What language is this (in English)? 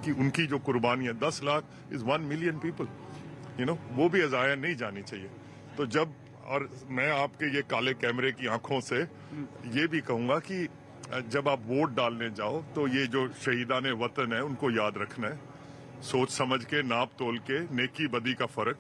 Hindi